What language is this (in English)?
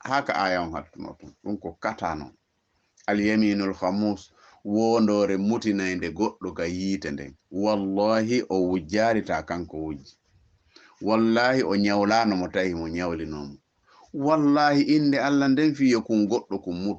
Fula